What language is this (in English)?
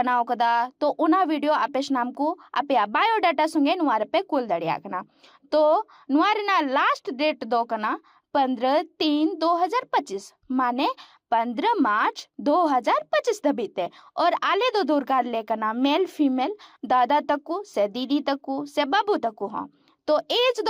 Santali